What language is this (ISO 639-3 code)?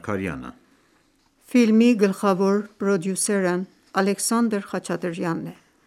hye